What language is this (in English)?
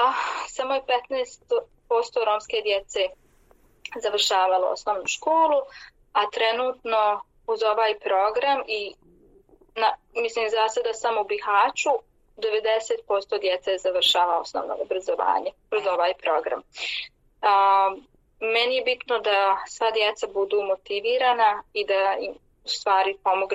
Bosnian